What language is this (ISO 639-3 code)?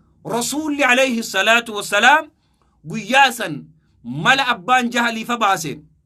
orm